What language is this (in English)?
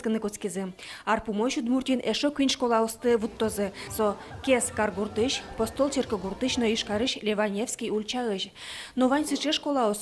Udmurt